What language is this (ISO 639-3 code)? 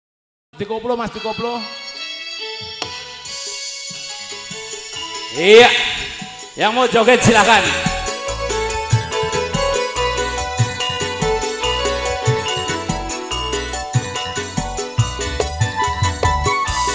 ind